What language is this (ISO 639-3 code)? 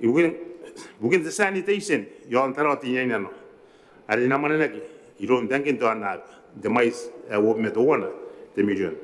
gil